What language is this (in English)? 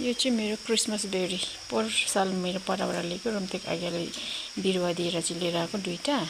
Nepali